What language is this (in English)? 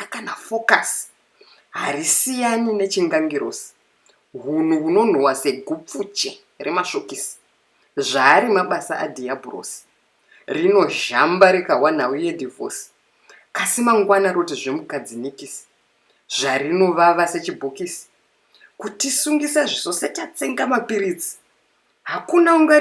Shona